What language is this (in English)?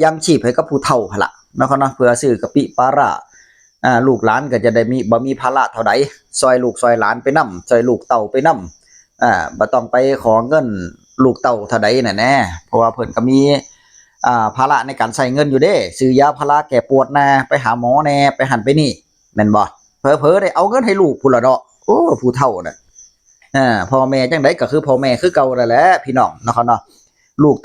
Northeastern Thai